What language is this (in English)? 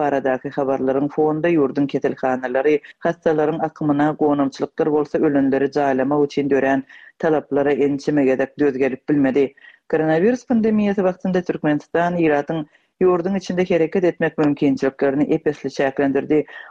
Turkmen